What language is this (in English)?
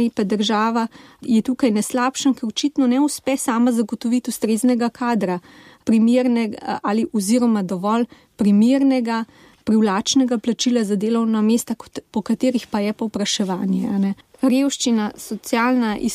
Slovenian